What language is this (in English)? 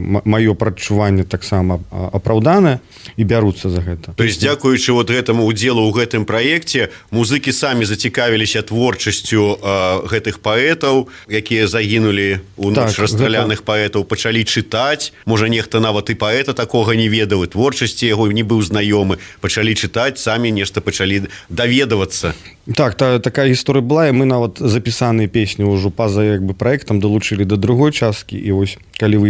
Belarusian